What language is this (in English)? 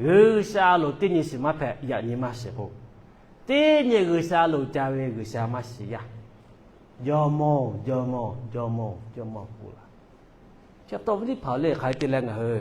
Lahu